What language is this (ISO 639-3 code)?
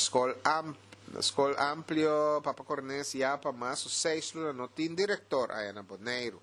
pap